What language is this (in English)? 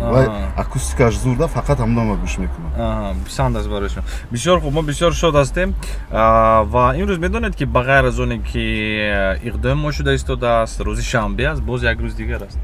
Tajik